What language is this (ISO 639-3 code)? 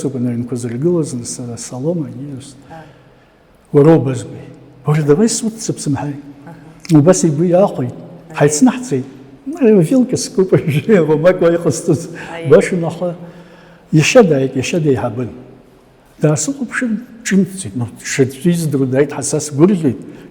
abk